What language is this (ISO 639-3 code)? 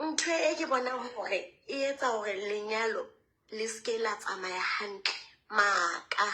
sot